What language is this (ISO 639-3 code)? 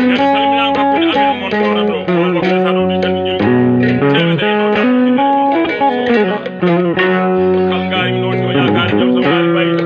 ful